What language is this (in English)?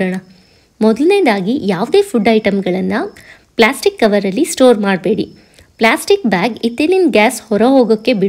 Kannada